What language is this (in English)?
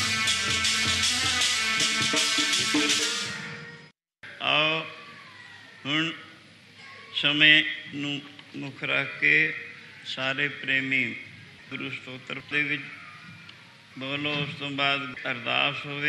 Punjabi